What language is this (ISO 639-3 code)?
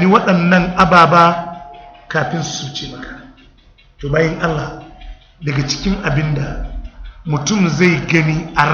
hau